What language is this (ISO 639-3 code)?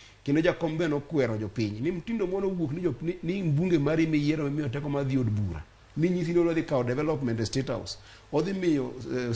luo